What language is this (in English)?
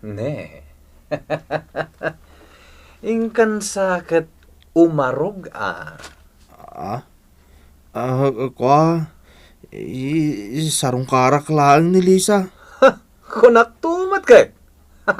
Iloko